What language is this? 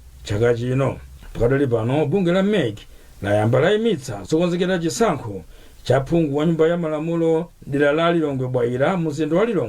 Nyanja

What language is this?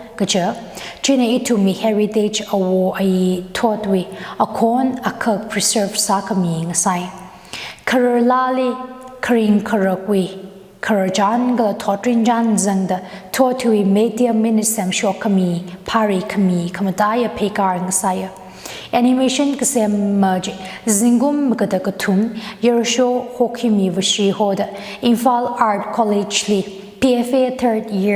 Tangkhul Naga (India)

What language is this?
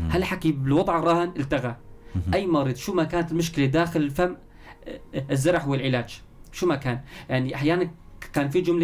North Levantine Arabic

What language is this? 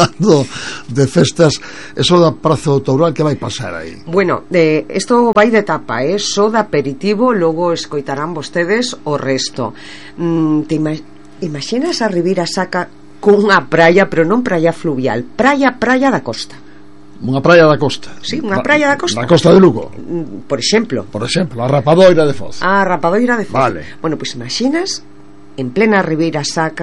Galician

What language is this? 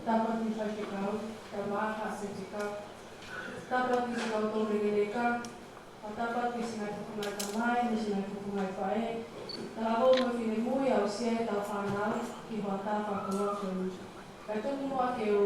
Tongan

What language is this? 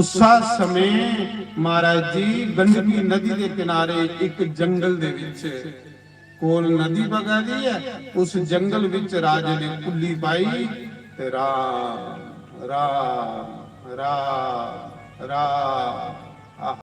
Dogri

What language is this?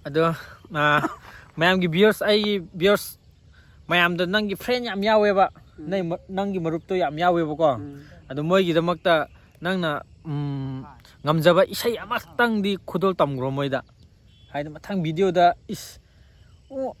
Manipuri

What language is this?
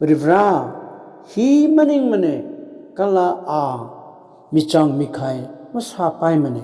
Tangkhul Naga (India)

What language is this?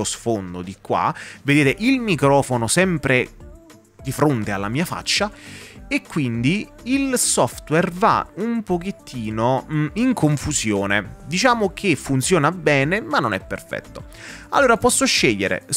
Italian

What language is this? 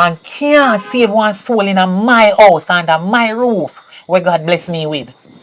Jamaican Creole English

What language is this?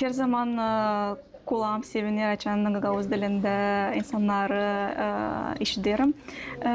Gagauz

